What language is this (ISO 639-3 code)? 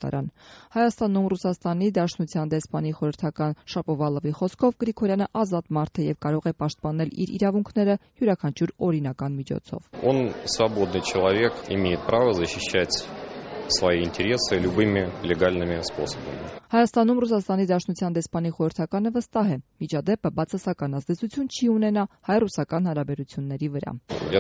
hye